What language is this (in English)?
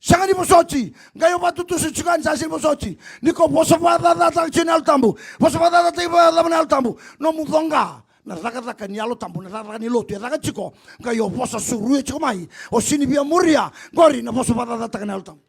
Fijian